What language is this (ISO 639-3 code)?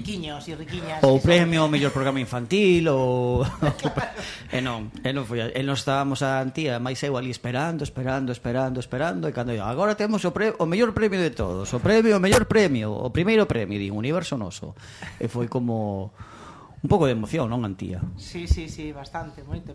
glg